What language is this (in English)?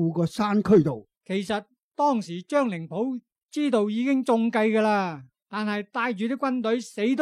Cantonese